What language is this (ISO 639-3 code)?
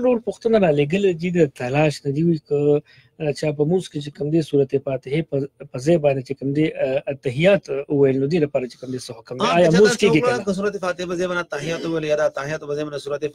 pus